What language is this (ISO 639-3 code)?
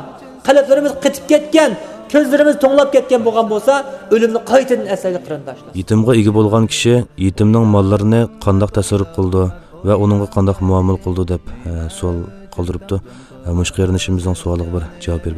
uig